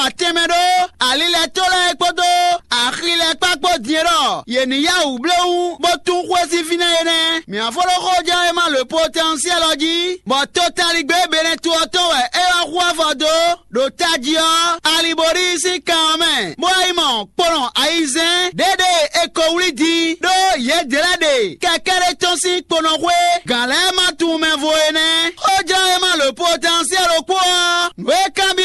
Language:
Fon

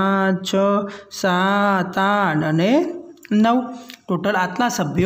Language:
Gujarati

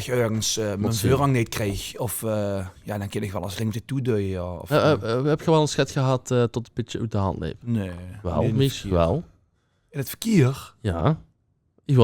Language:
Limburgish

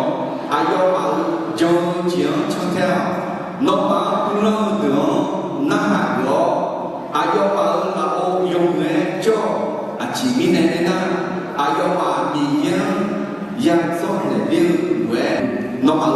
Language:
Akha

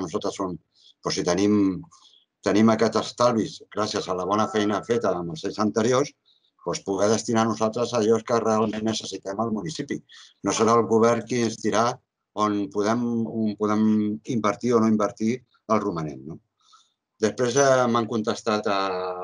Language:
Catalan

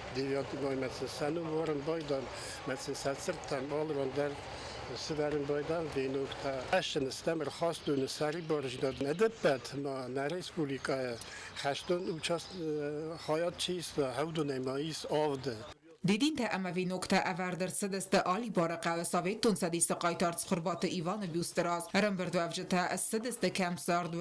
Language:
Ossetic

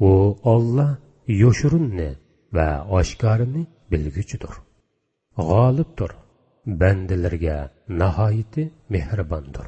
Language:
Uyghur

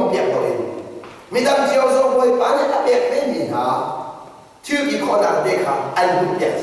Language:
Hakha Chin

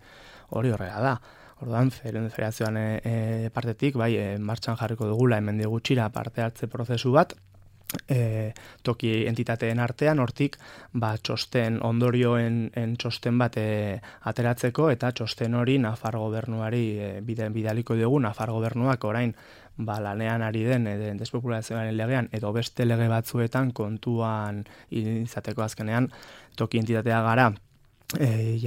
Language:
Basque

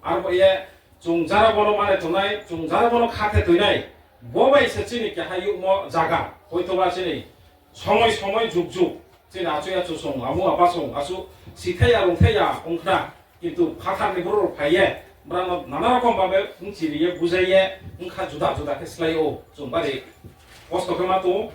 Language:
Riang (India)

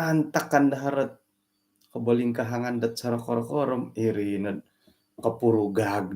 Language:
Central Dusun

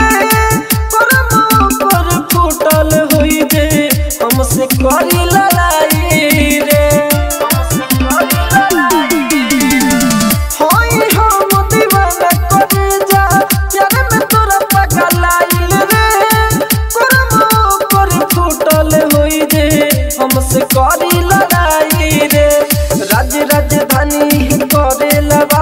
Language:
Bhojpuri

